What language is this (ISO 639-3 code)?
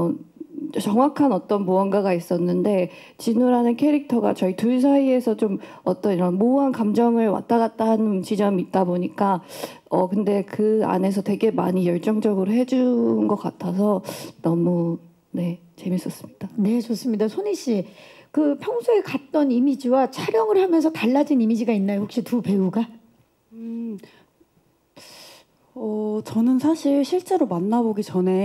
kor